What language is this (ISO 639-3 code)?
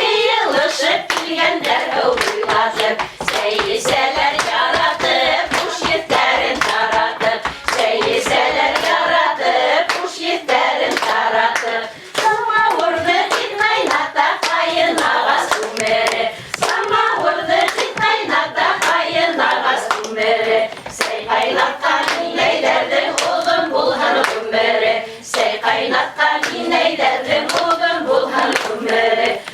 bak